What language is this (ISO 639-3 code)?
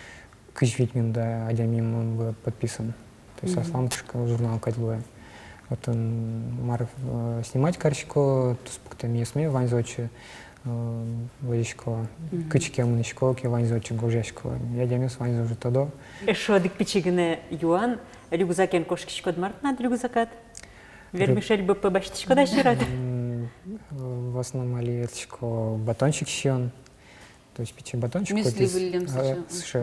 udm